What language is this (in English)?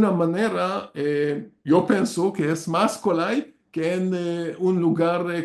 Ladino